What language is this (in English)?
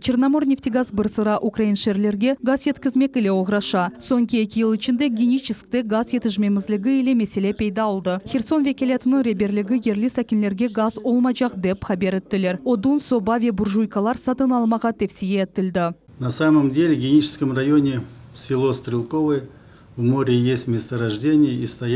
Crimean Tatar